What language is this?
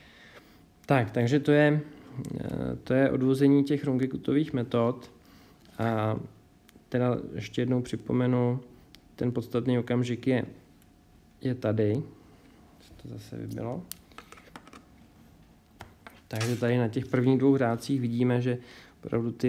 Czech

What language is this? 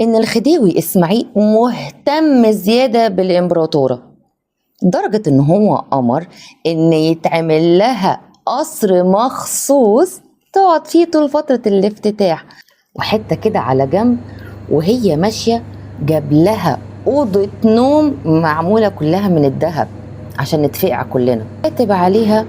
Egyptian Arabic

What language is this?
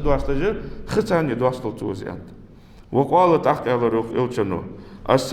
Ingush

